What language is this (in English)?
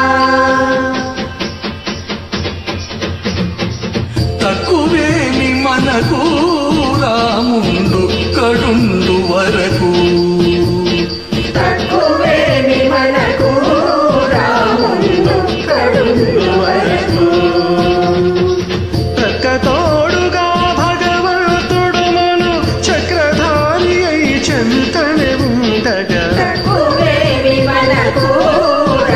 Telugu